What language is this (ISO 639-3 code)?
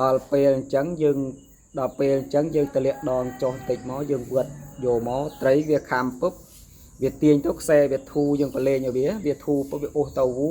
khm